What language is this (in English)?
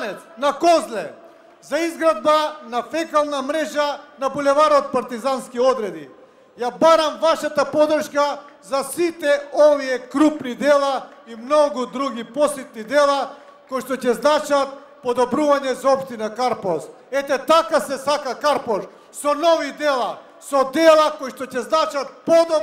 Macedonian